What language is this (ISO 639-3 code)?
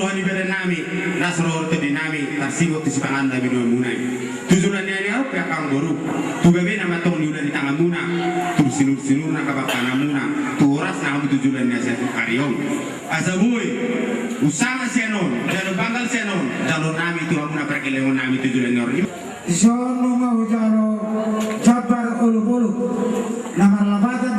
bbc